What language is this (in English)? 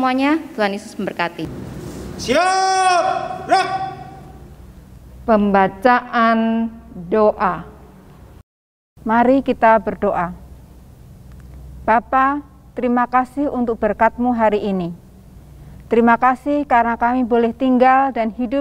Indonesian